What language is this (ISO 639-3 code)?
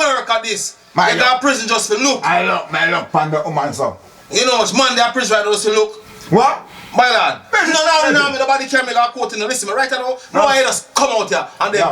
jam